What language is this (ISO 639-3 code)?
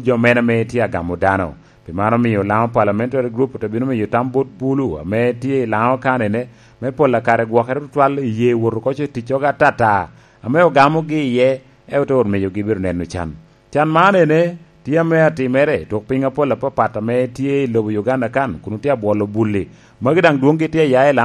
laj